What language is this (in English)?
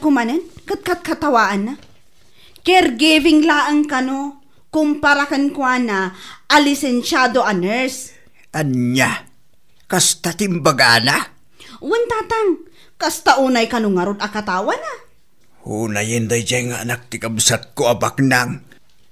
Iloko